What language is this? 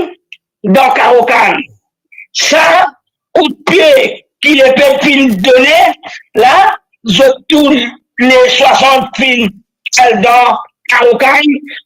Morisyen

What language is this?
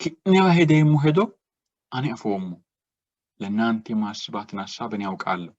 Sidamo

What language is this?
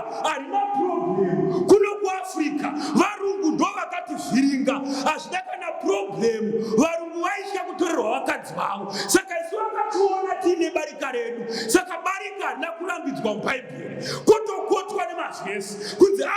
Shona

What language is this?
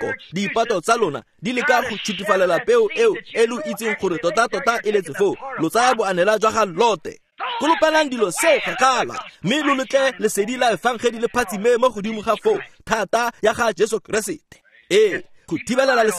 Tswana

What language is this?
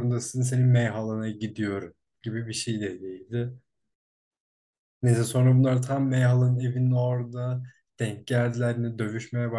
Turkish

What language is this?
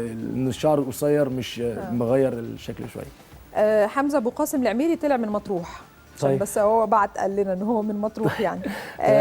Egyptian Arabic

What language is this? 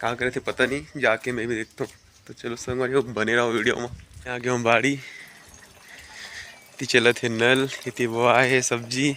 Chhattisgarhi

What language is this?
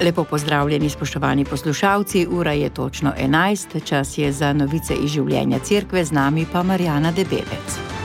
Slovenian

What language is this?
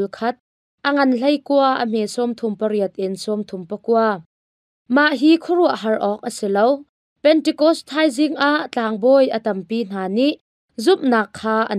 Hakha Chin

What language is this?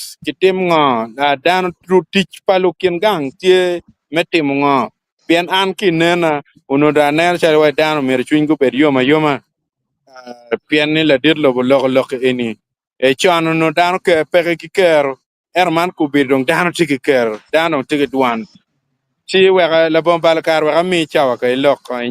Acoli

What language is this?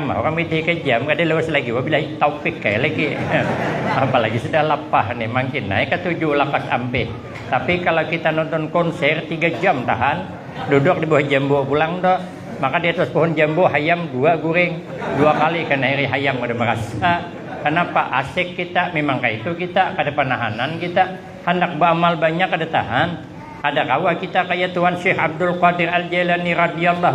Banjar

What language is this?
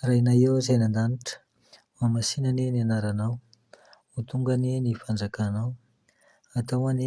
Malagasy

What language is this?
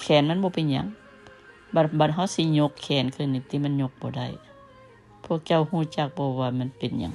Lao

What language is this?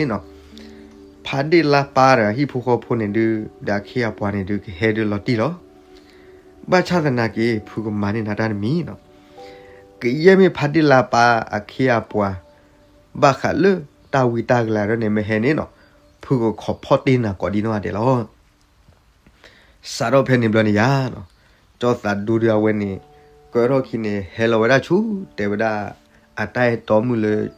S'gaw Karen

